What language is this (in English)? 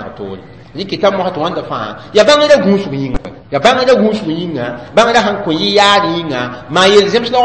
Mossi